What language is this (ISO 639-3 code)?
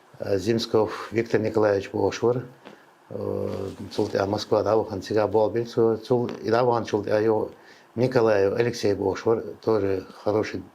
che